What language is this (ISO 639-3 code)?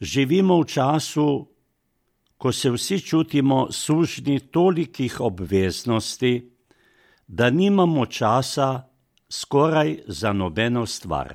slv